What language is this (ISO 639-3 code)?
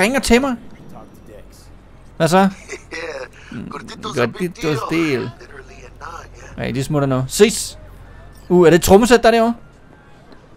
dan